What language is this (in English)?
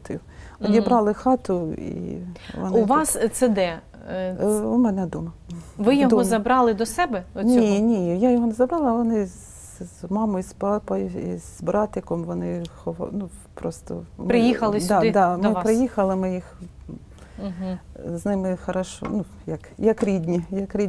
Ukrainian